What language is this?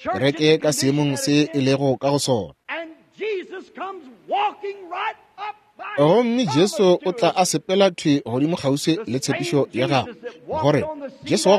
Northern Sotho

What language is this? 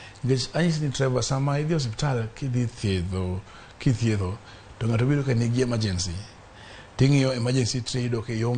Luo (Kenya and Tanzania)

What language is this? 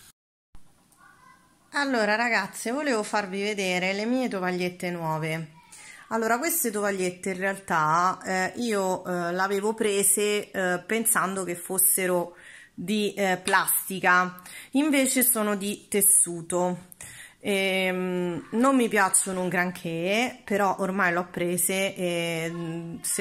Italian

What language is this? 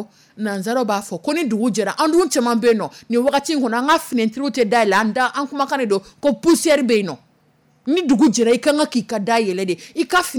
Dyula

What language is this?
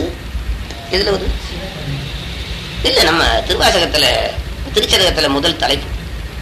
Tamil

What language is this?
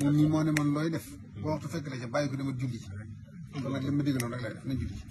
Wolof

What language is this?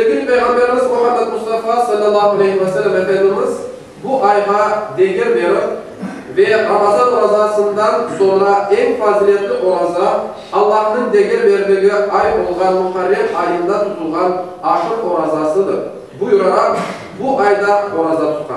Crimean Tatar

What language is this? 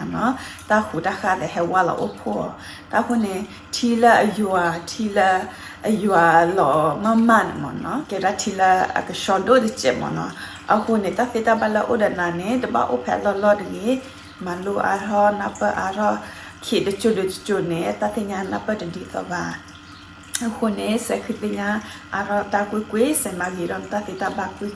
S'gaw Karen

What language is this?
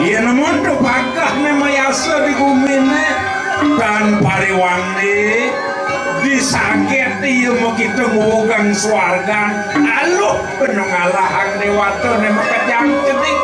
Balinese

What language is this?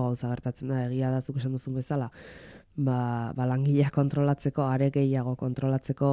Basque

